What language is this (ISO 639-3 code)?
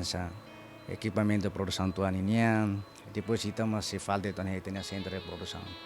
tet